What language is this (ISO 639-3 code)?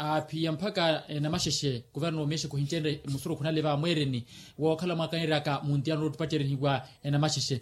vmw